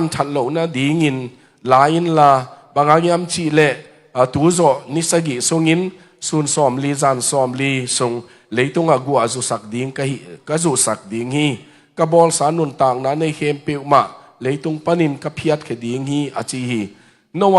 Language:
Tedim Chin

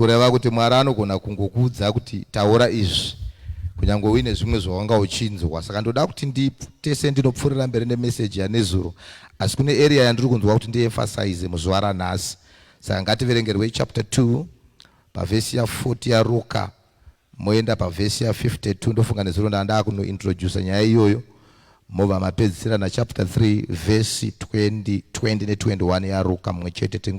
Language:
Shona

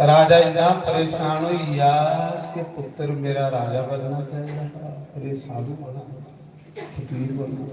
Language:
Dogri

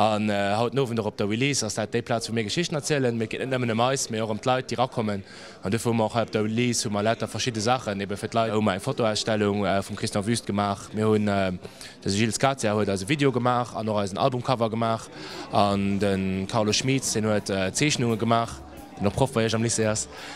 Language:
Luxembourgish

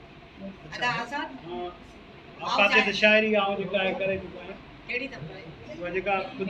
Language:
Sindhi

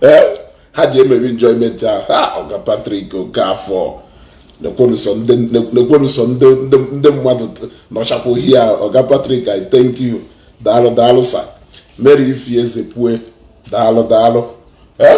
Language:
Igbo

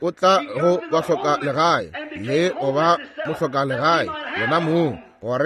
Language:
Northern Sotho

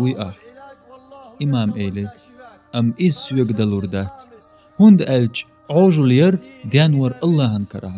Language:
Chechen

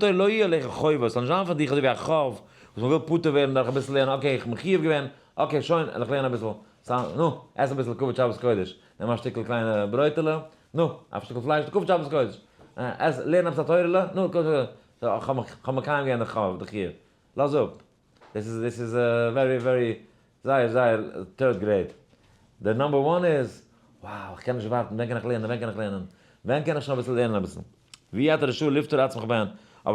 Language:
Yiddish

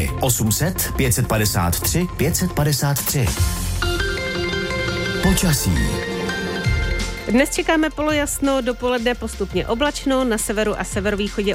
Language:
Czech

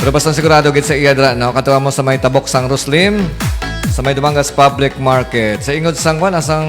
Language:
Hiligaynon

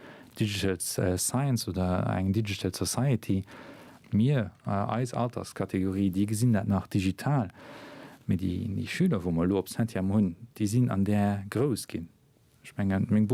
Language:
Luxembourgish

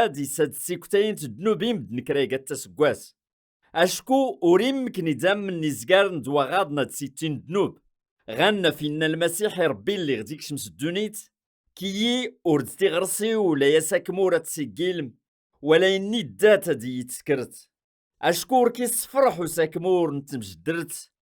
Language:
Kabyle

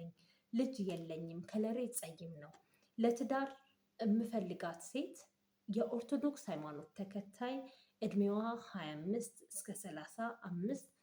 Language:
Amharic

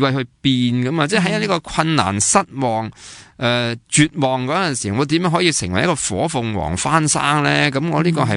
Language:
Cantonese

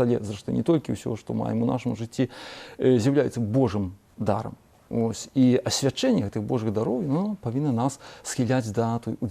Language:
Belarusian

